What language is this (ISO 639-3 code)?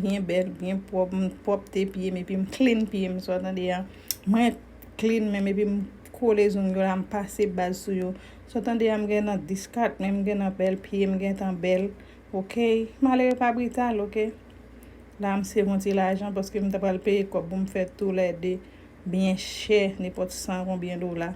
hat